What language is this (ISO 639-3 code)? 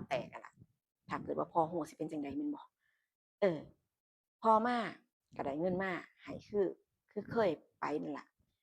tts